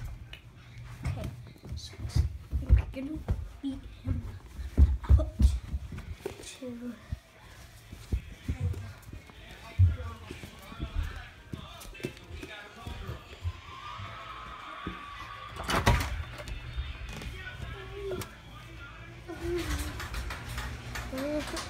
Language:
English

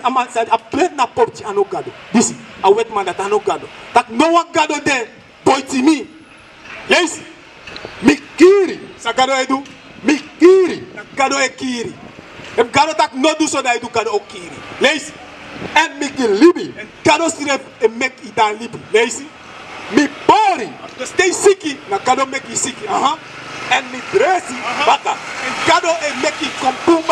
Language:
Sranan Tongo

